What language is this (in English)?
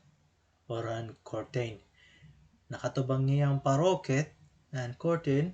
Waray